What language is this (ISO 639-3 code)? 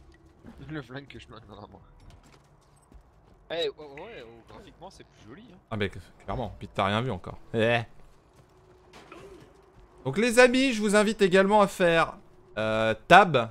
fra